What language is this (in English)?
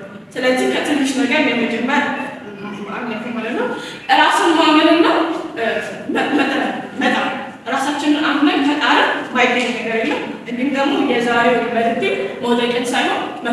Amharic